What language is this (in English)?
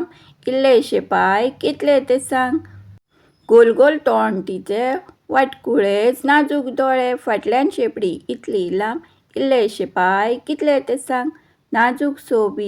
Konkani